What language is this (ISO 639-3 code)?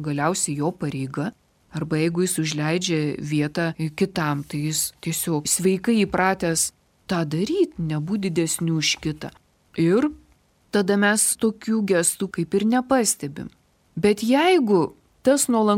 lit